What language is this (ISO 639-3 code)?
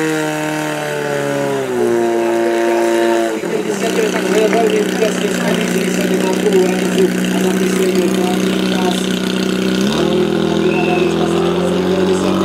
slk